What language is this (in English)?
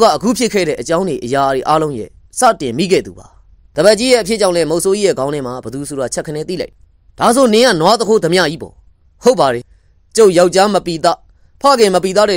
Burmese